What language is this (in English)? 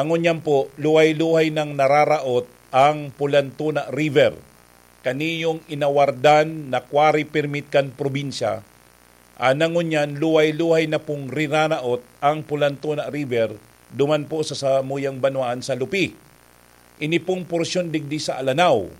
Bikol